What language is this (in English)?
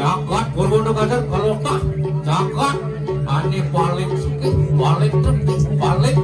Balinese